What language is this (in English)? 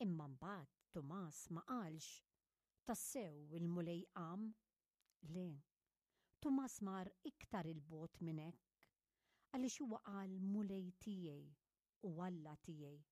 Maltese